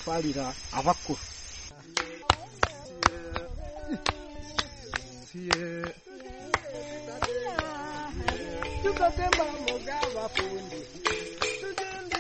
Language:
Kinyarwanda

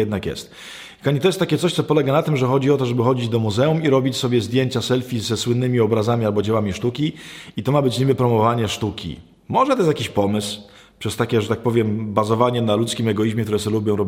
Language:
Polish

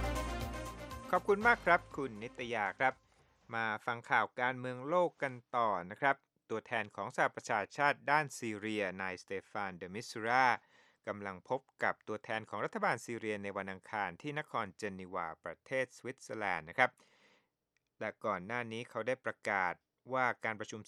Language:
Thai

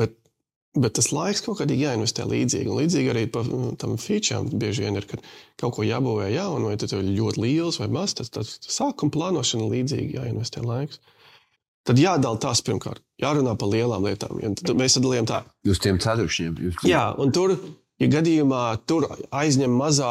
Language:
Latvian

